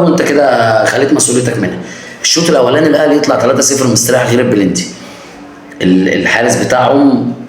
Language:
Egyptian Arabic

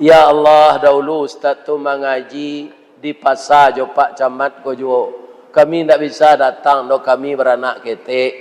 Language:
Minangkabau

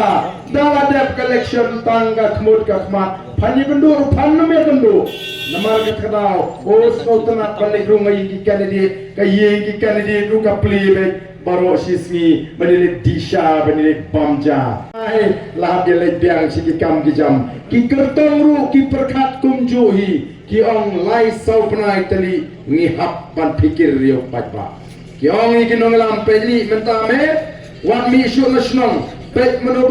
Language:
Khasi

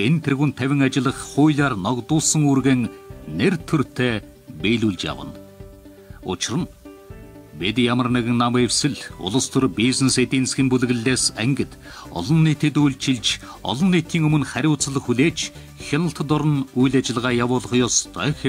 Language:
Mongolian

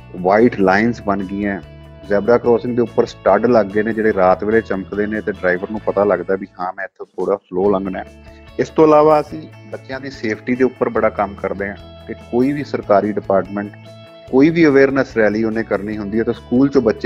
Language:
Punjabi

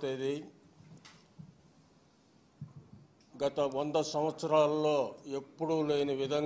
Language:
Telugu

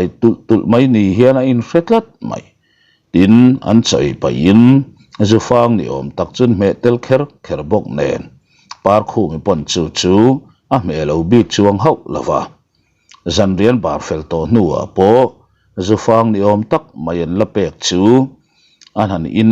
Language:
Mizo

